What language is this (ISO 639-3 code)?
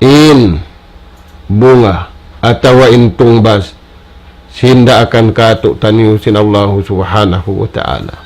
tsg